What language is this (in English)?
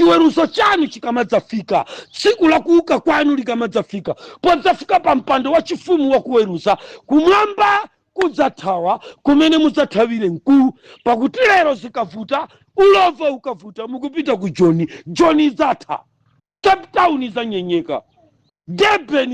Nyanja